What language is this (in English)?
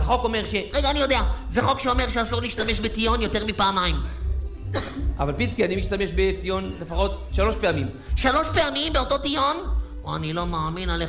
Hebrew